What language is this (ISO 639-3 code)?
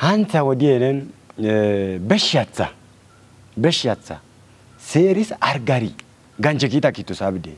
kbr